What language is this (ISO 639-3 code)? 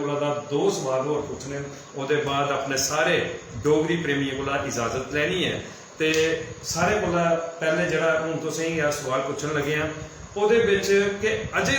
doi